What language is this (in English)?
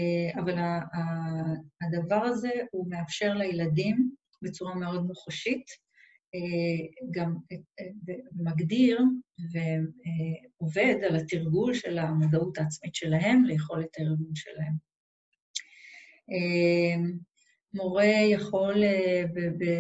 Hebrew